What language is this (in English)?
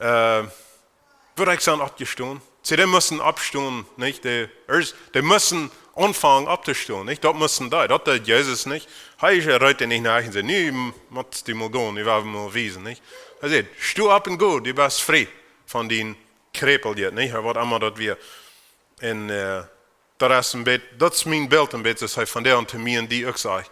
Plautdietsch